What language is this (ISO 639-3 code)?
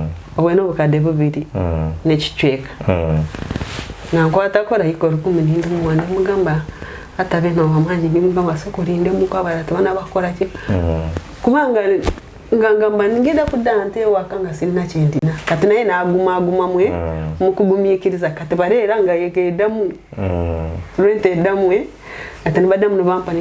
lug